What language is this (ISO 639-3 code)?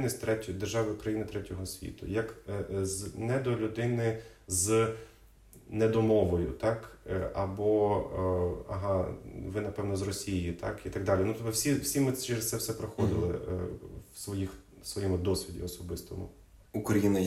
ukr